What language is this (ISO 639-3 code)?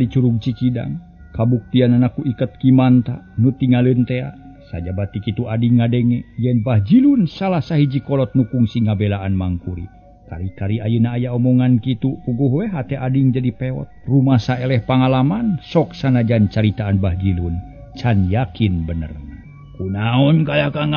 sun